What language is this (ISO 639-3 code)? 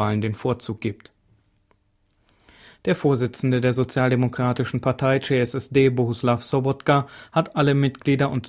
deu